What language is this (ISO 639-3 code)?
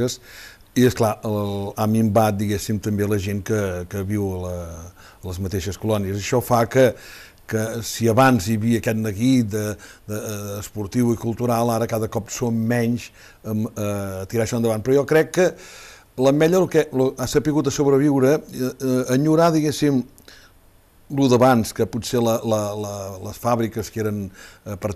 cat